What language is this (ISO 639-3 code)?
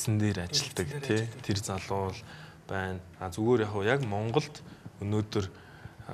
mon